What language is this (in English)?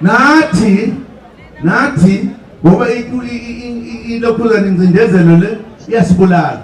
Zulu